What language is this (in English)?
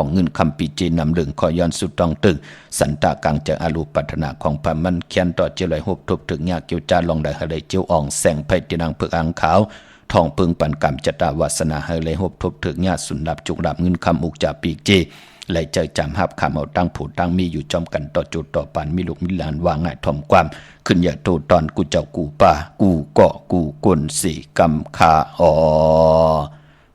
Shan